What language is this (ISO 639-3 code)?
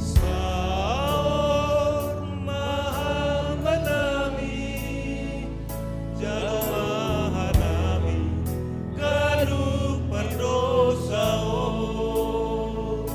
bts